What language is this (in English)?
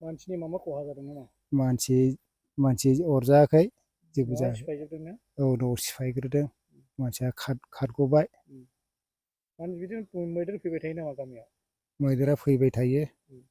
Bodo